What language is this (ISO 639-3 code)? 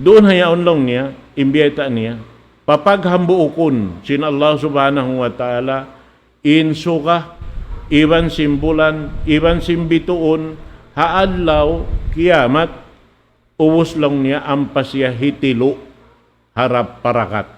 tsg